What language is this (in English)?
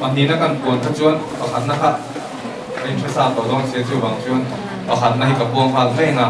Mizo